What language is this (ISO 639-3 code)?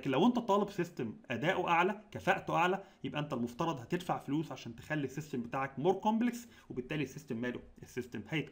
arz